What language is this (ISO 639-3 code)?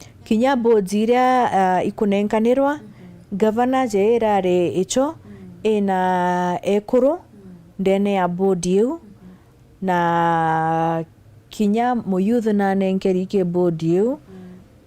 mer